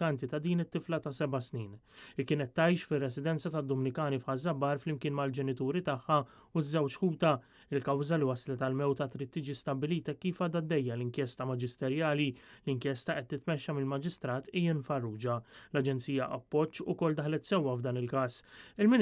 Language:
Maltese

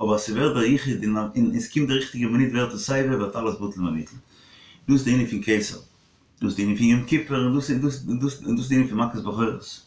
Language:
Yiddish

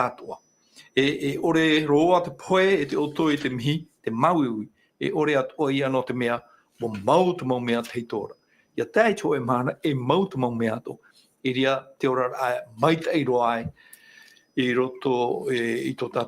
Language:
Tahitian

